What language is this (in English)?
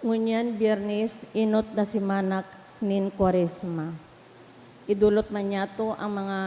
Bikol